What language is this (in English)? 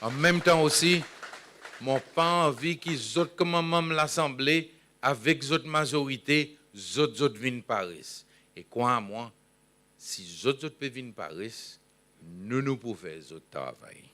Seselwa Creole French